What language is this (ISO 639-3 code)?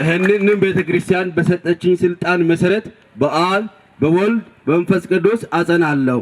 amh